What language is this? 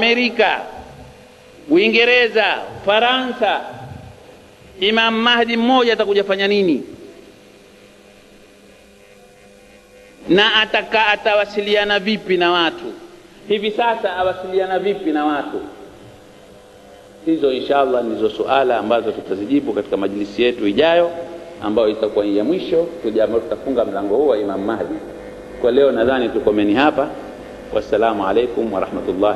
Swahili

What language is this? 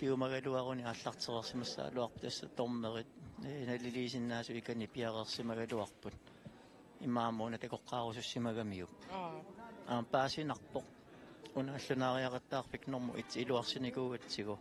Kalaallisut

